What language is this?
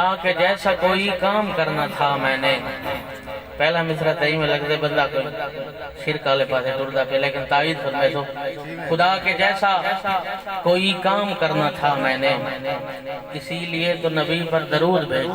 Saraiki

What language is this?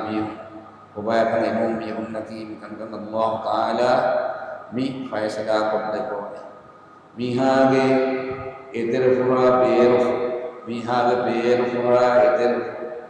Divehi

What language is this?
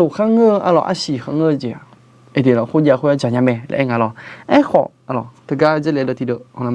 Akha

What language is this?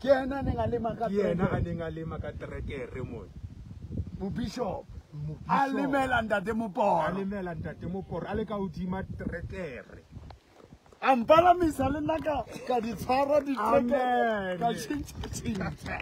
Southern Sotho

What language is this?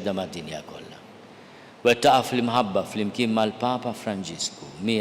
Maltese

